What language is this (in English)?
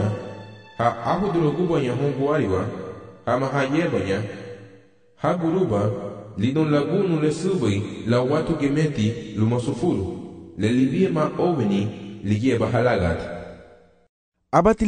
Garifuna